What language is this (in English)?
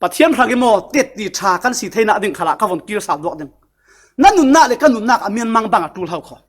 Falam Chin